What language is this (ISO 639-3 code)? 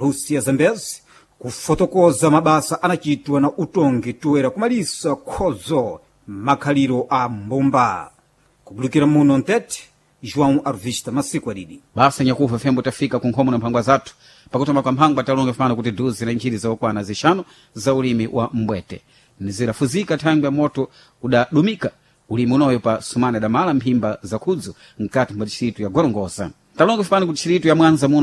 seh